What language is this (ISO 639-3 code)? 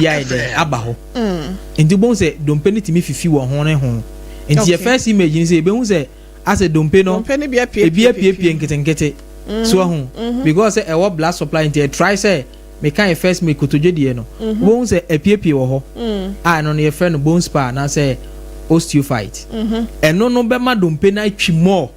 aka